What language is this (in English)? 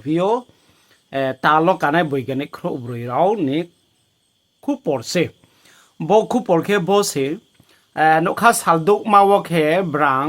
Riang (India)